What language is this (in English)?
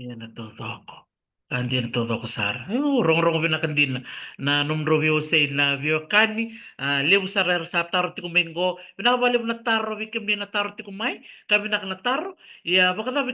Fijian